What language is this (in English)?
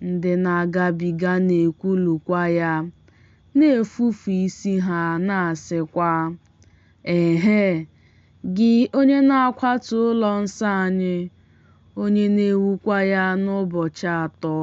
Igbo